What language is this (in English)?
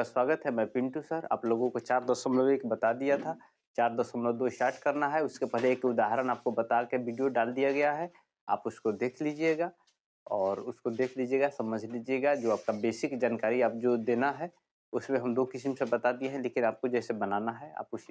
Bhojpuri